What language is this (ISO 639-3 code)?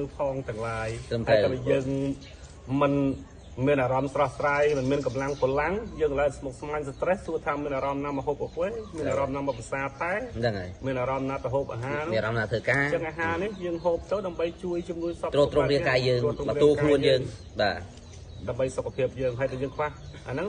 khm